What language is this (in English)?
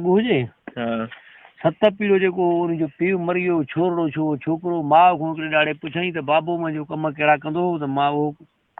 Sindhi